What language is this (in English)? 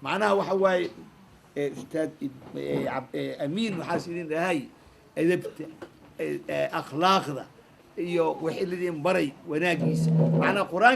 Somali